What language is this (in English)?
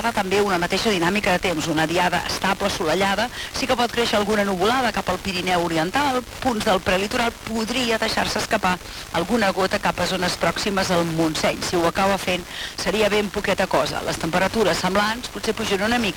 Catalan